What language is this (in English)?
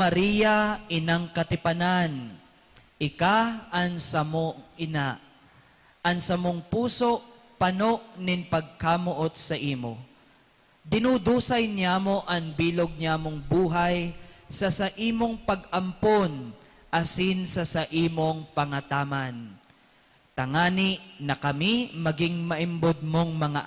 Bikol